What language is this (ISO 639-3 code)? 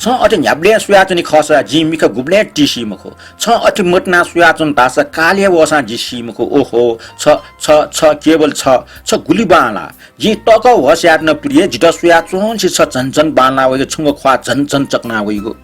new